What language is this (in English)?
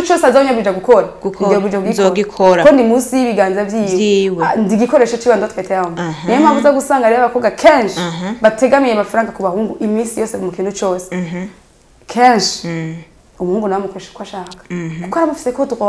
Rundi